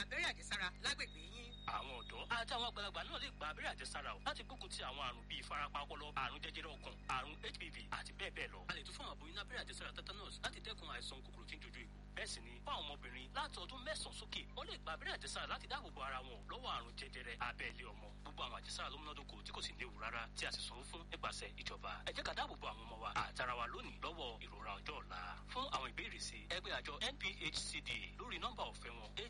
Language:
Yoruba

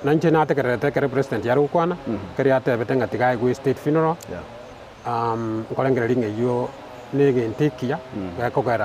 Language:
Gusii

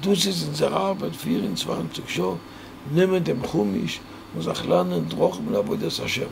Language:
Yiddish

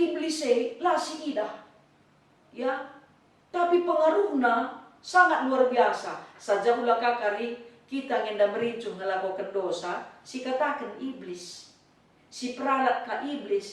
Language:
Batak Karo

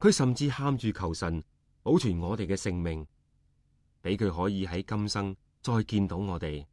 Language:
Cantonese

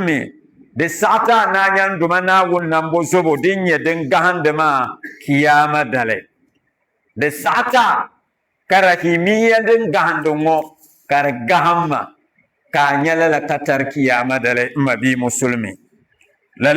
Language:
Dagbani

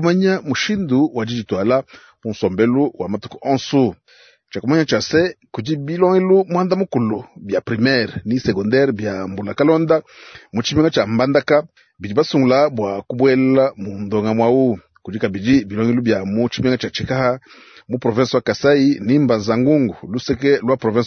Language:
Luba-Lulua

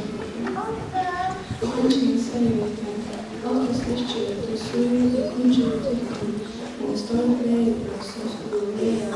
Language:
Faroese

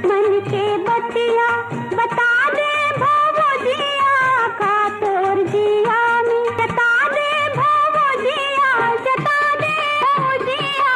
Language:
Magahi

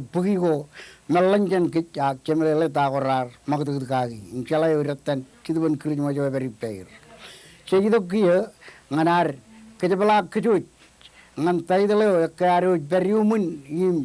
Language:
Marshallese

